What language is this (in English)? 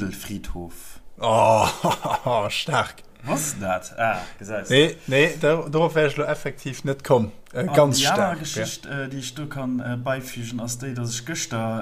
Luxembourgish